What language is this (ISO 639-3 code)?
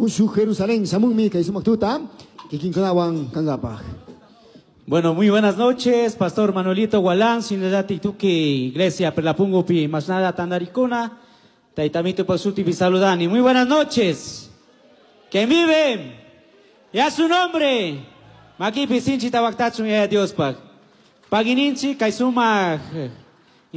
qug